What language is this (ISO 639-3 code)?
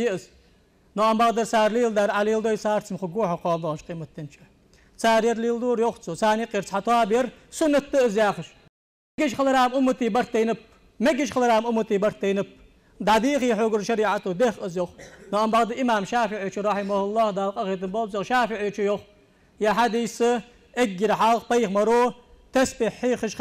inh